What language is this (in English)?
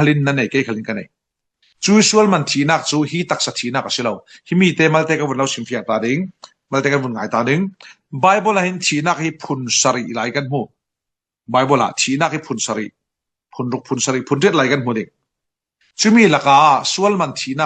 Falam Chin